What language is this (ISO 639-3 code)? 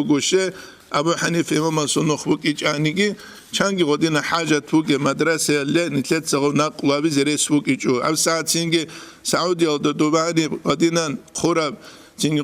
ava